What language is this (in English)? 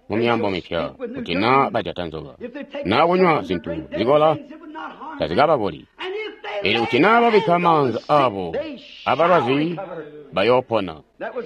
Tonga (Zambia)